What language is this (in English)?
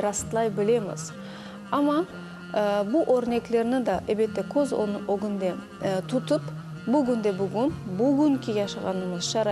Crimean Tatar